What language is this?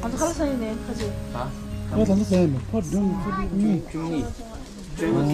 Tibetan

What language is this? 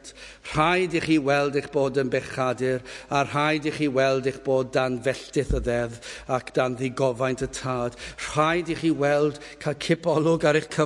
Welsh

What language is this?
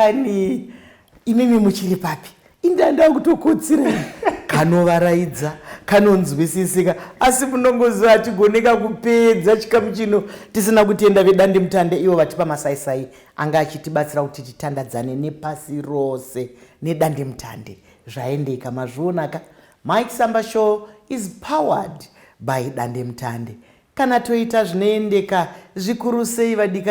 Shona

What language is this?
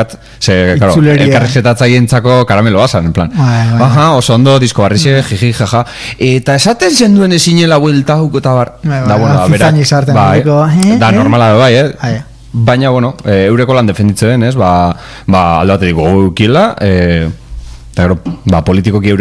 Basque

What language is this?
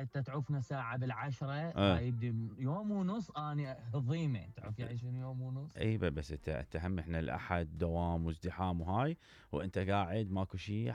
Mesopotamian Arabic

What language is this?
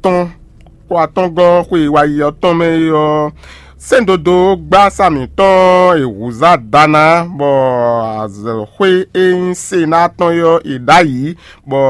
Fon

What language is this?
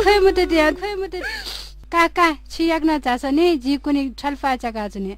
Newari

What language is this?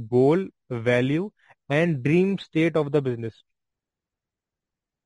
Hindi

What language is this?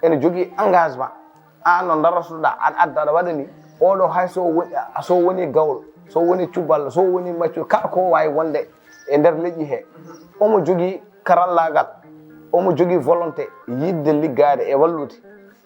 Fula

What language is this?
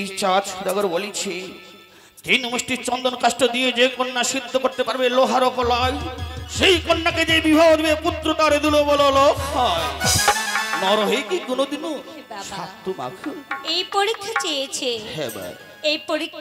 Bangla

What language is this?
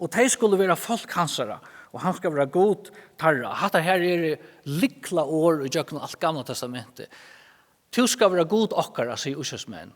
Faroese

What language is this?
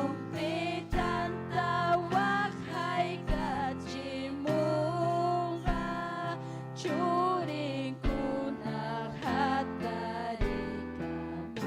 Ayacucho Quechua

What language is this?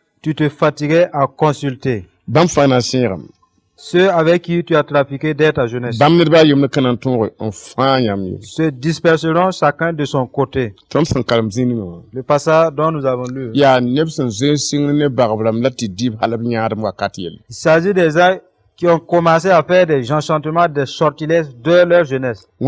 Mossi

